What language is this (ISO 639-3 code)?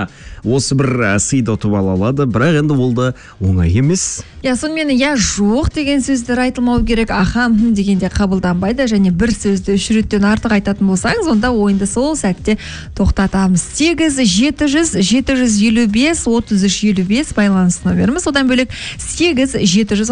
kaz